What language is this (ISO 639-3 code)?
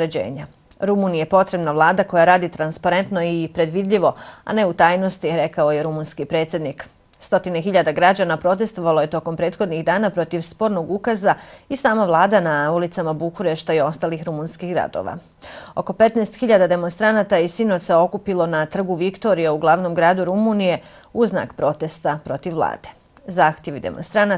bos